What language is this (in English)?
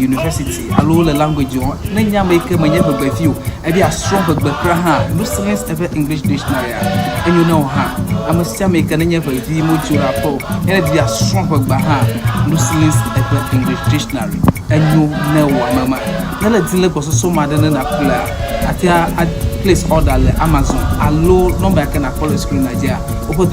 Ewe